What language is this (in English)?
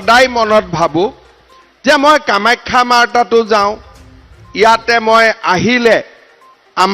Assamese